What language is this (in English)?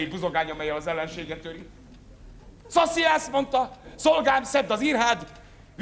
Hungarian